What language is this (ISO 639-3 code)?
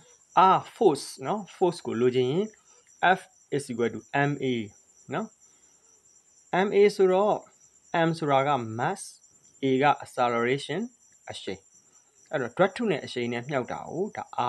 mya